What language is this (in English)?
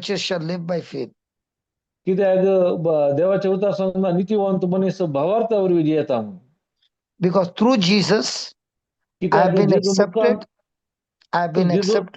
Konkani